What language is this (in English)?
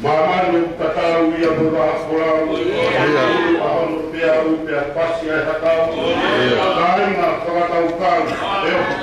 Tongan